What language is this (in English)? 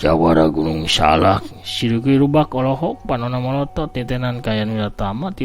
Sundanese